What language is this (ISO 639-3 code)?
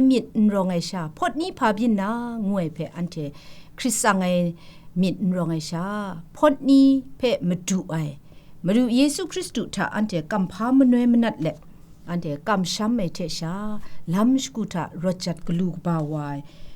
kac